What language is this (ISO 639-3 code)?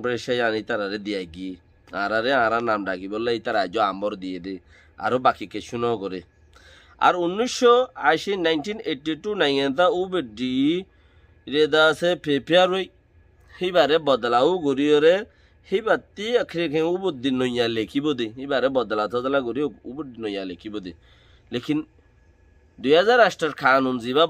rhg